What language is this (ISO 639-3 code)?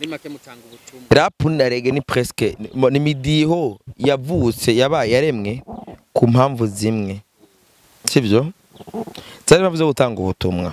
run